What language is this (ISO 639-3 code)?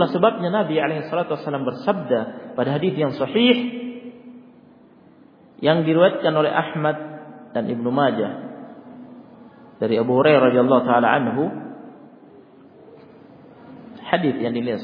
ind